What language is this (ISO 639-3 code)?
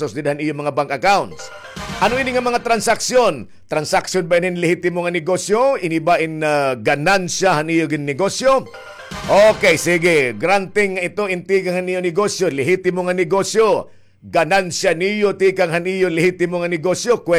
war